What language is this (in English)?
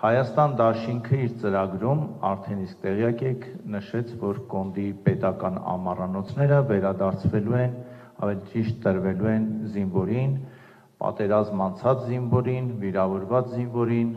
Armenian